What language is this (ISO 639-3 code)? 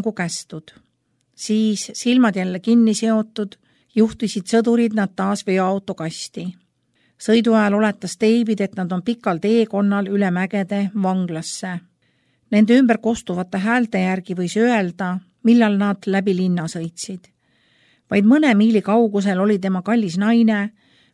est